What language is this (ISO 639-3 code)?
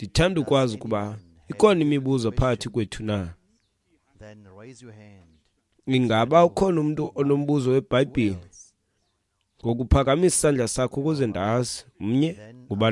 xho